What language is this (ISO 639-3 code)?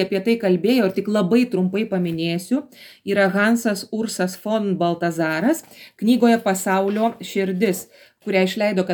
lit